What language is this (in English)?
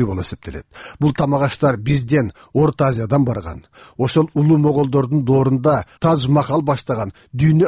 Kyrgyz